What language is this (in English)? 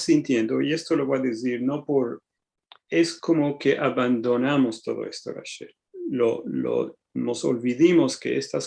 Ladino